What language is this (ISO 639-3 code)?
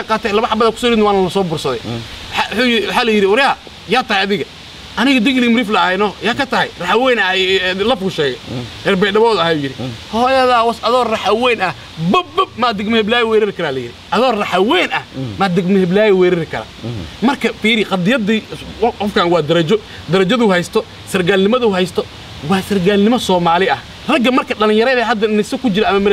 som